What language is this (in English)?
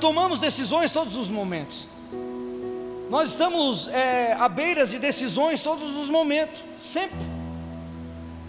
Portuguese